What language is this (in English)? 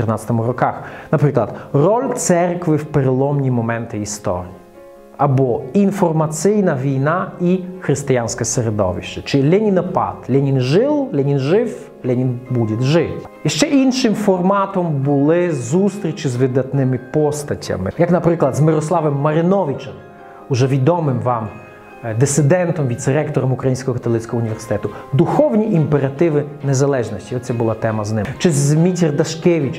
Ukrainian